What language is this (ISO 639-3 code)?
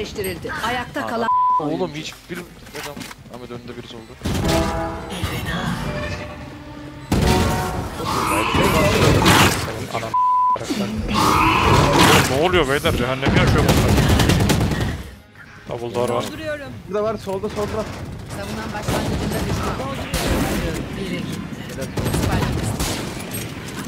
tur